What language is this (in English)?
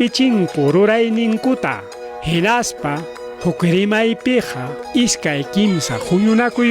Ayacucho Quechua